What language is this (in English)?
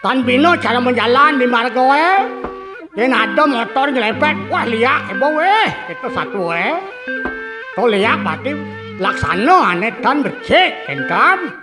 Balinese